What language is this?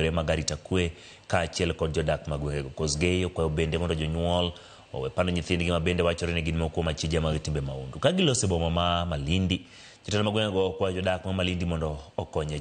Luo (Kenya and Tanzania)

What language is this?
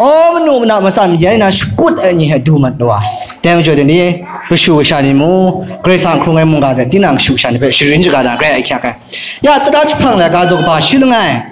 Kachin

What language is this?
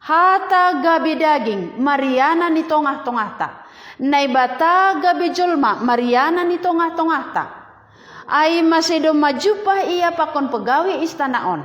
Batak Simalungun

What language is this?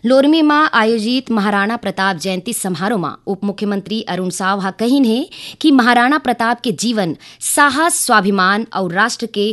Chhattisgarhi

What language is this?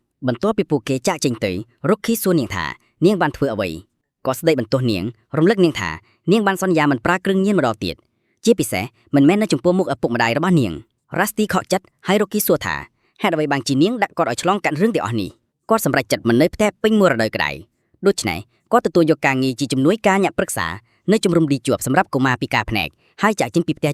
Khmer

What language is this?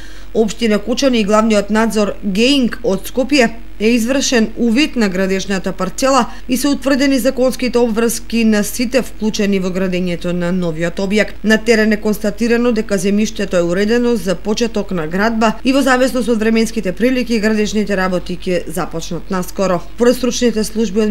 Macedonian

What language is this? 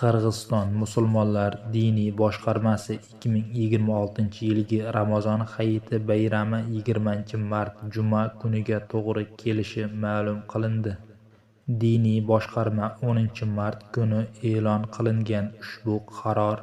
Uzbek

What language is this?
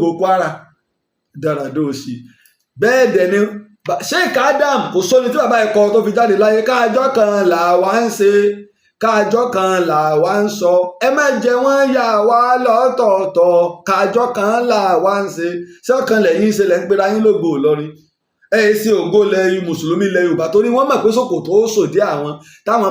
Yoruba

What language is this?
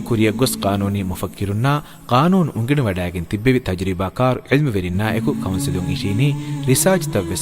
Divehi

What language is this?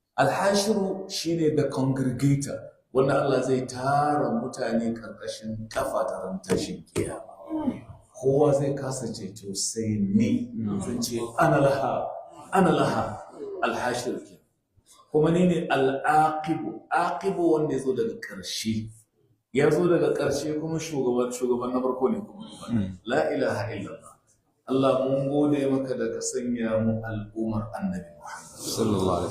Hausa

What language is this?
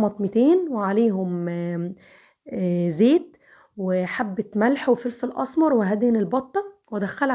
Egyptian Arabic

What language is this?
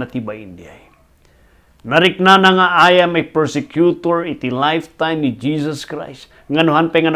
Iloko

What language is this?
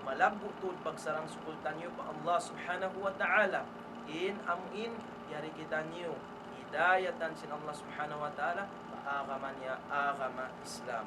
Tausug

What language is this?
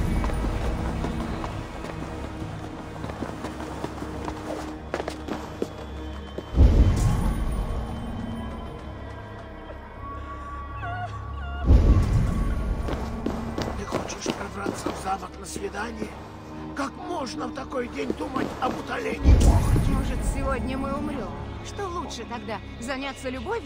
Russian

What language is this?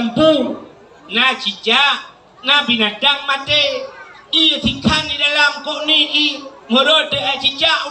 Achinese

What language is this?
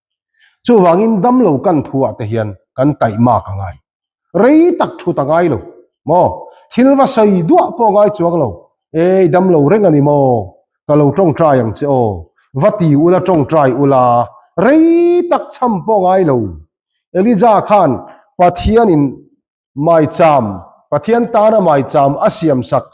Mizo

